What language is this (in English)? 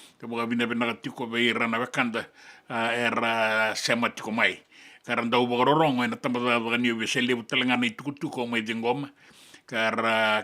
Fijian